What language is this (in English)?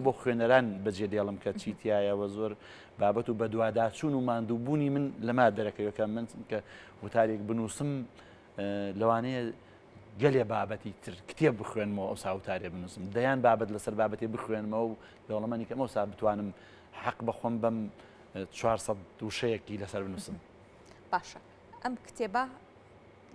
Central Kurdish